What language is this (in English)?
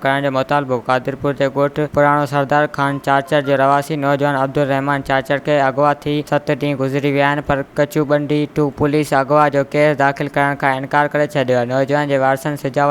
Sindhi